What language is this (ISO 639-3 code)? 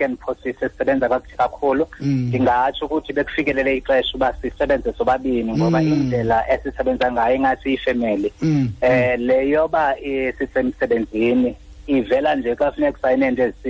xho